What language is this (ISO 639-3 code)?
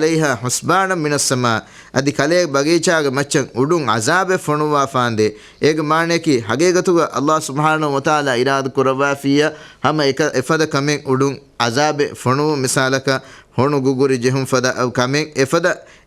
div